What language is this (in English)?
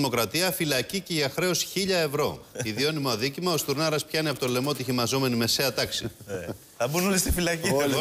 Greek